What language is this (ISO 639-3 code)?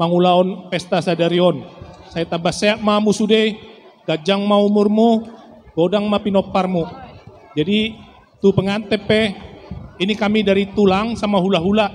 bbc